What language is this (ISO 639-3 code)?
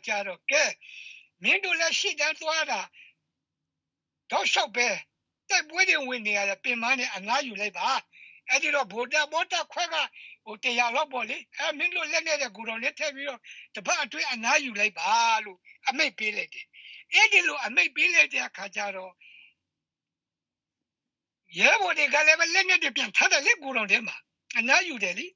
mya